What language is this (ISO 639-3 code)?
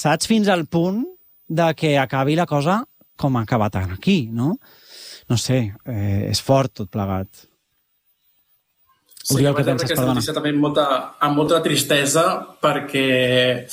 cat